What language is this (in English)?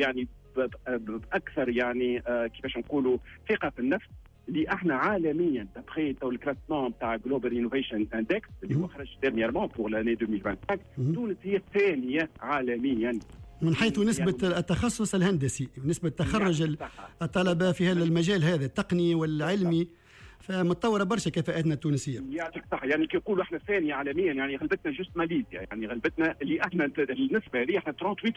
Tunisian Arabic